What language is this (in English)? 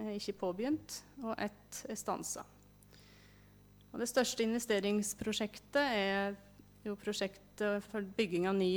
Norwegian